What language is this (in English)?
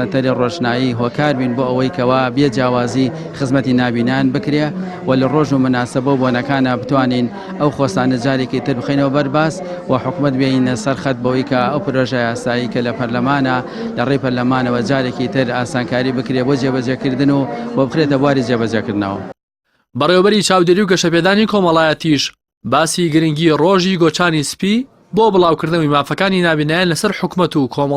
Central Kurdish